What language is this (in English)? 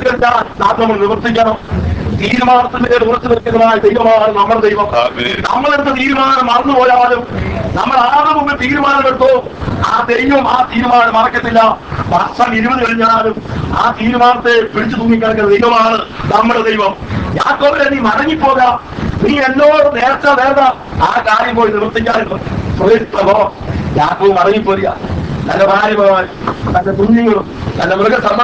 Malayalam